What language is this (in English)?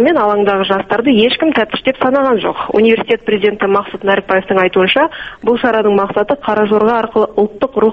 Kazakh